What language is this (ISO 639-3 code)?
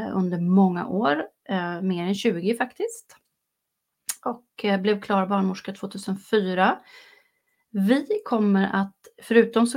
swe